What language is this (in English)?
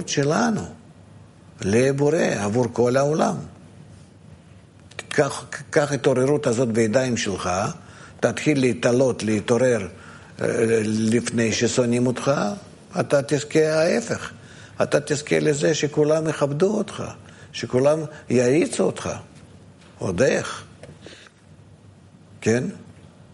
Hebrew